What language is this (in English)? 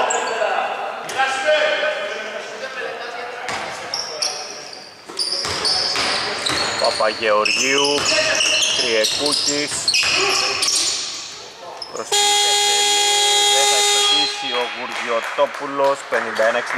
Greek